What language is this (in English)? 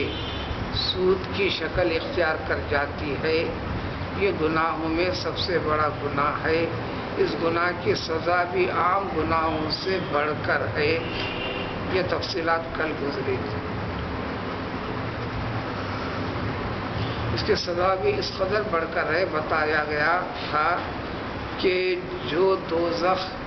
Urdu